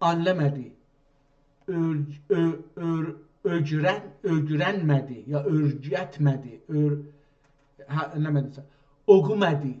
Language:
South Azerbaijani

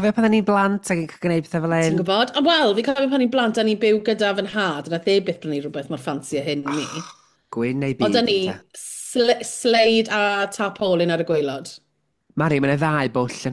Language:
Welsh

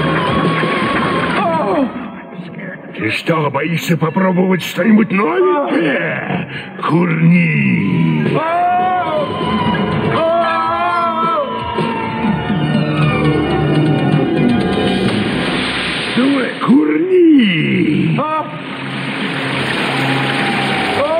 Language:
Russian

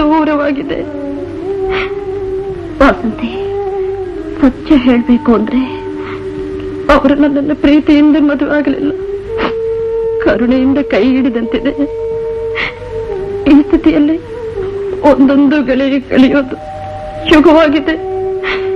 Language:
Kannada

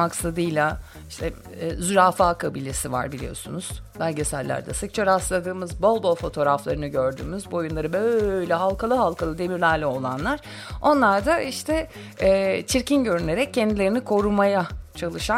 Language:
Turkish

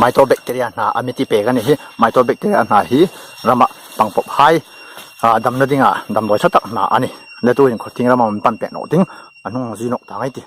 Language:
Hmar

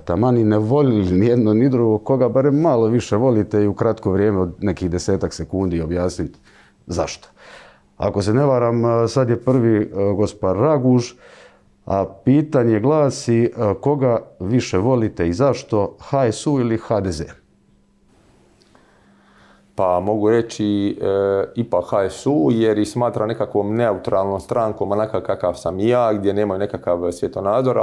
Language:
Croatian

